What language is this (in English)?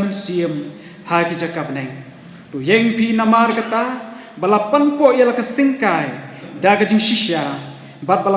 Khasi